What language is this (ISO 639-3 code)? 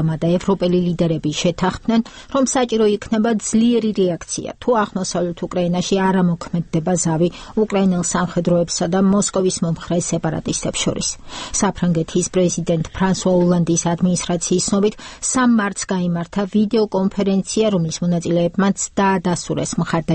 kat